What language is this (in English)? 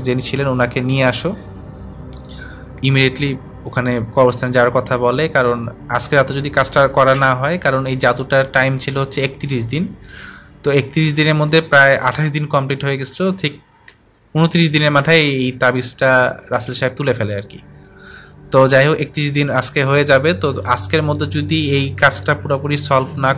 Bangla